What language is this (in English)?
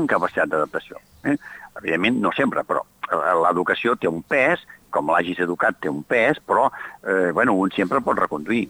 Catalan